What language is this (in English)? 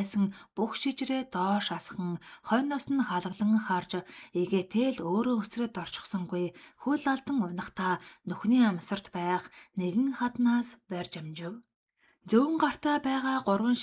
Mongolian